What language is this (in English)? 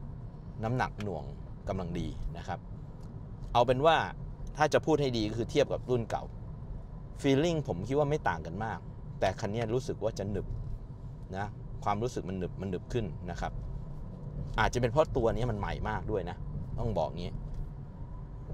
Thai